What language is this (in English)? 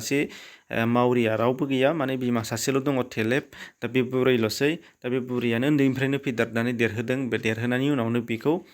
Bodo